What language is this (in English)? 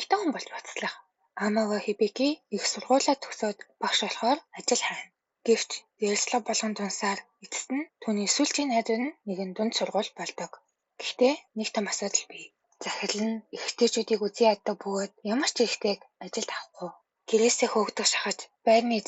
Mongolian